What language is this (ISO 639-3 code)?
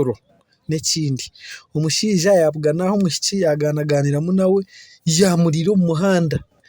nyn